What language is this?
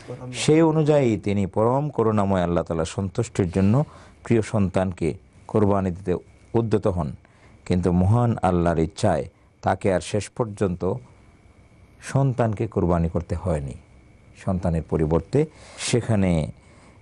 Bangla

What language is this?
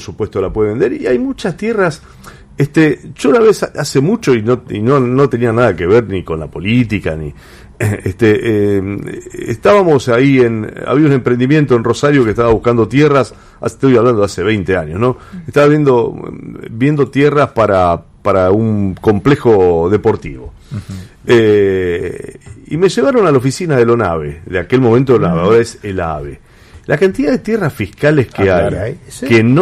Spanish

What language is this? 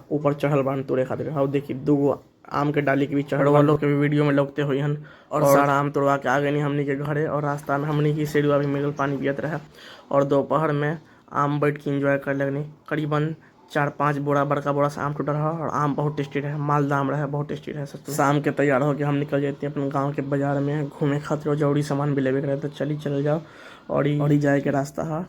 Bhojpuri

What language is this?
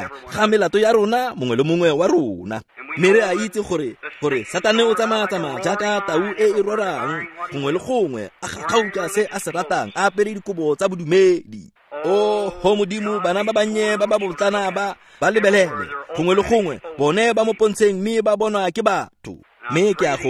Tswana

